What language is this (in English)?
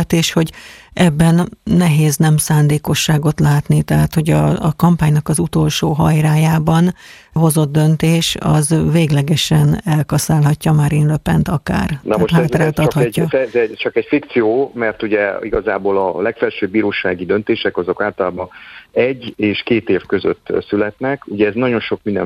Hungarian